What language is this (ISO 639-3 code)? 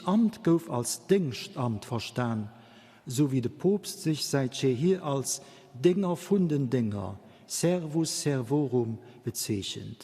ltz